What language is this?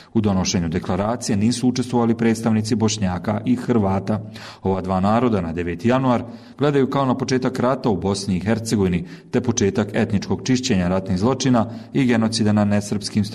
Bosnian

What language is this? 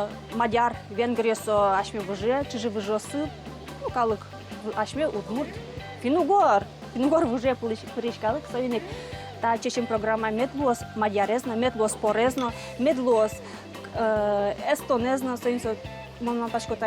Udmurt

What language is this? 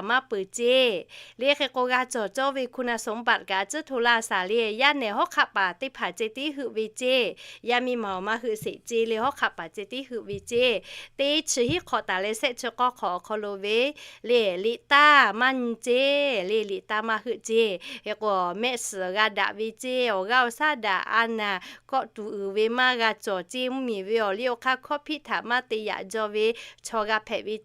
Lahu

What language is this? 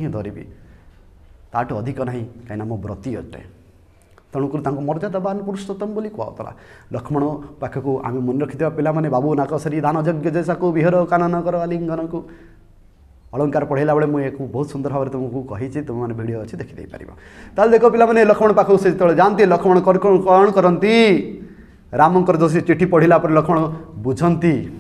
Odia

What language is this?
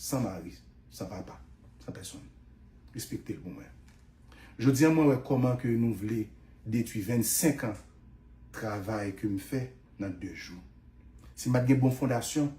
Haitian Creole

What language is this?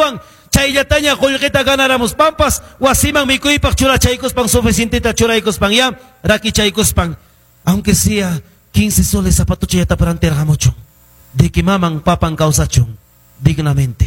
Ayacucho Quechua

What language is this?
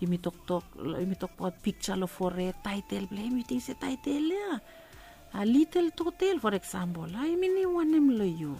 Bislama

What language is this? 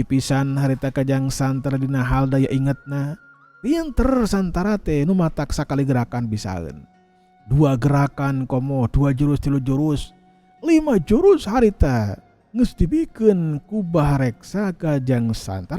Sundanese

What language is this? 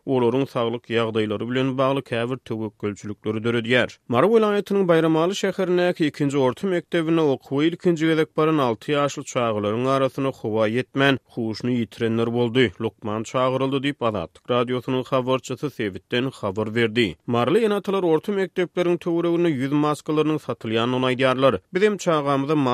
Turkmen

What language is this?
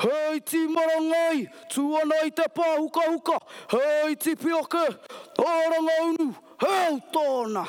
Māori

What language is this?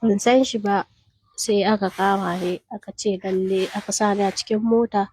Hausa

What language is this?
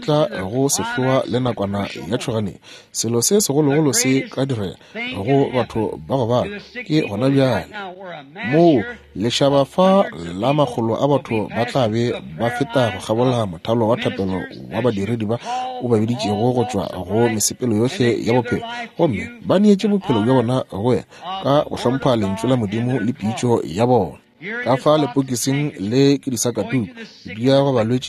Northern Sotho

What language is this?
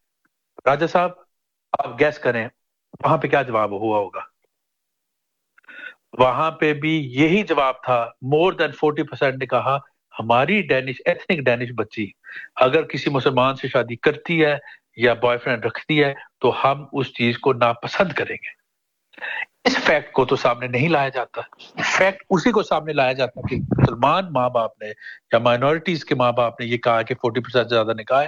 Urdu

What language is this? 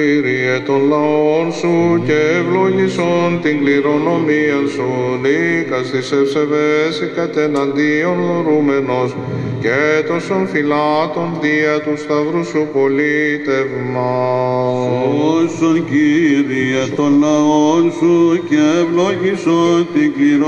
Greek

